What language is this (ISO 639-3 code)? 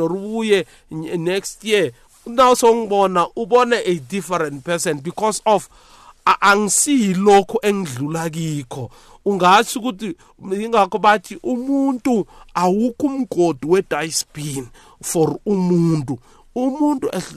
nbl